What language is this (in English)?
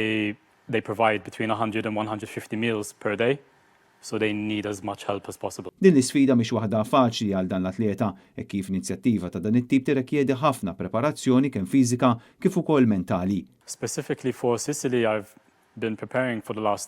Maltese